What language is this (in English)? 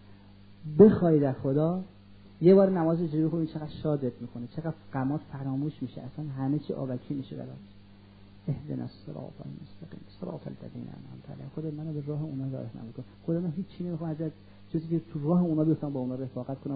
Persian